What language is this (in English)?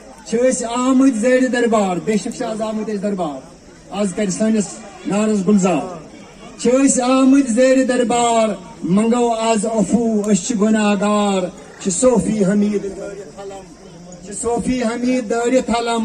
Kashmiri